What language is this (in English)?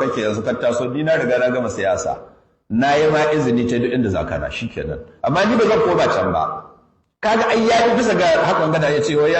Hausa